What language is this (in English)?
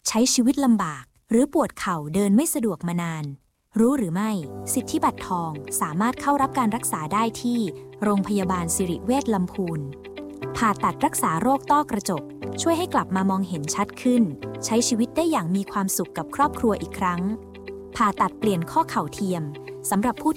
Thai